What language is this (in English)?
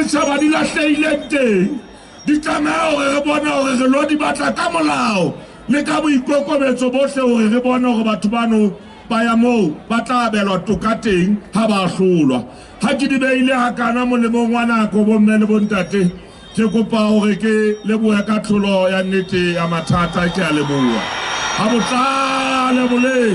Southern Sotho